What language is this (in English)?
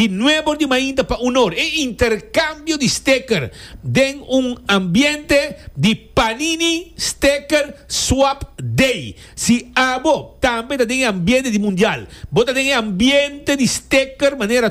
Papiamento